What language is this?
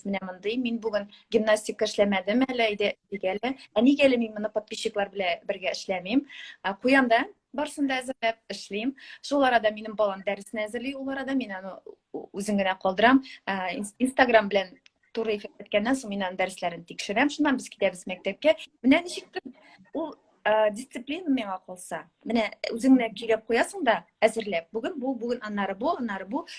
Tatar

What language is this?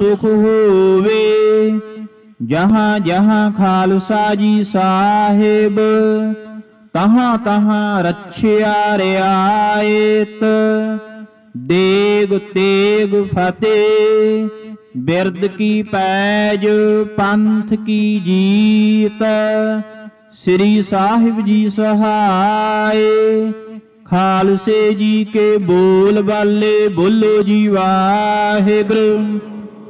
Punjabi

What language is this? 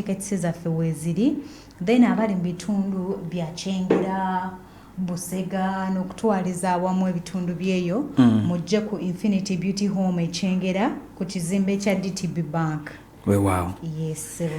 Ganda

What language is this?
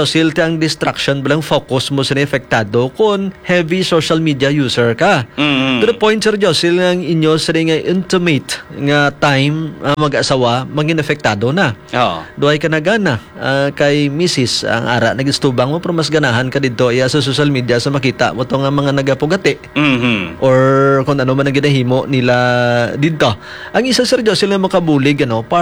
Hiligaynon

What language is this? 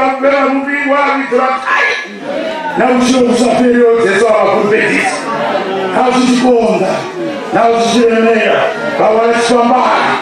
Venda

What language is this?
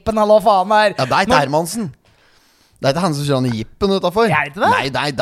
Norwegian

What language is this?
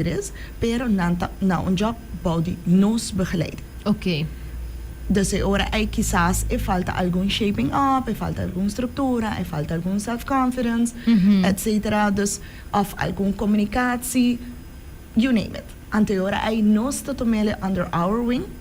Papiamento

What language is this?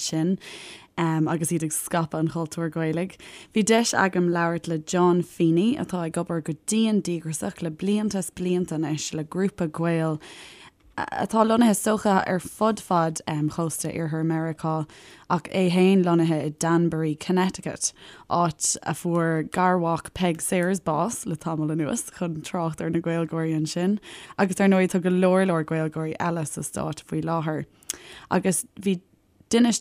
Irish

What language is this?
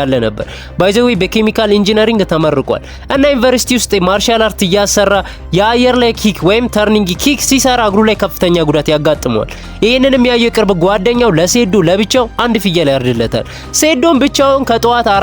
Amharic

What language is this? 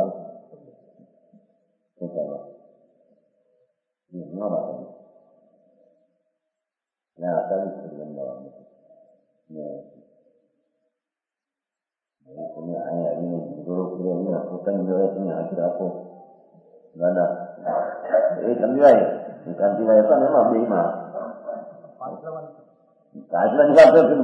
Gujarati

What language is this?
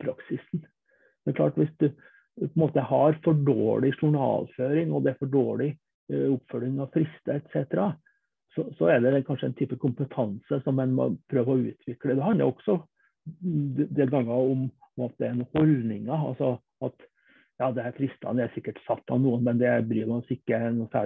Norwegian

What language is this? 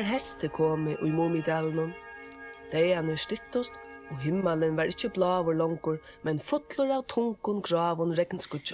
Faroese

